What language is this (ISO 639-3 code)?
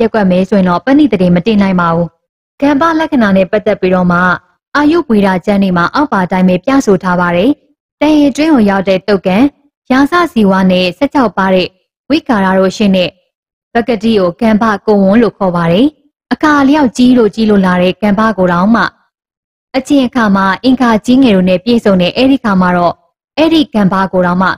mya